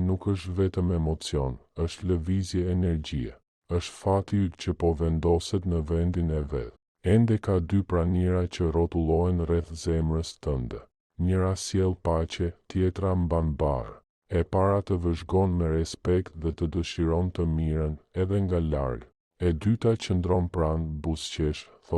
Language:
Albanian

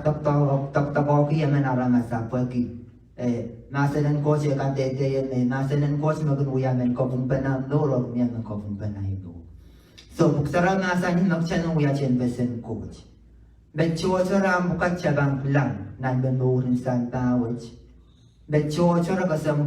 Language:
Pohnpeian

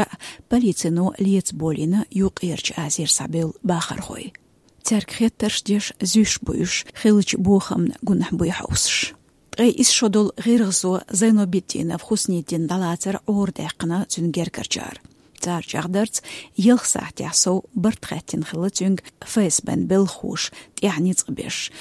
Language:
Chechen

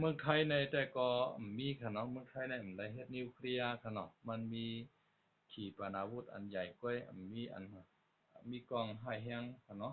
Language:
Shan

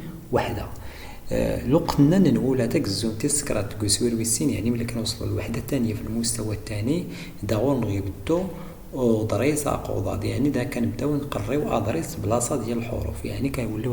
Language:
Moroccan Arabic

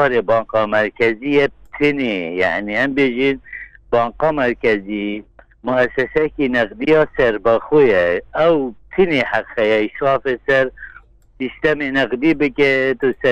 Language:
Kurdish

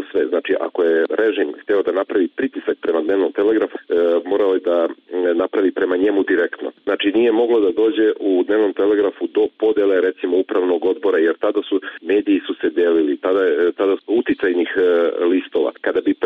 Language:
Serbian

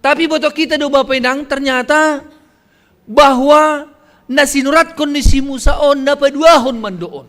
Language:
Batak Simalungun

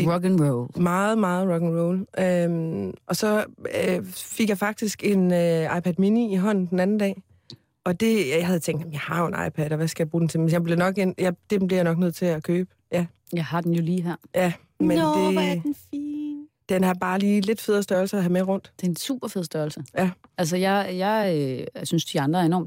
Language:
Danish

